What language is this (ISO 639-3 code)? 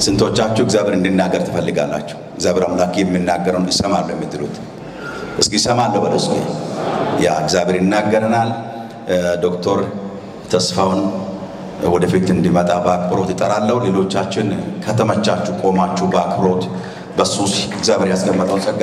amh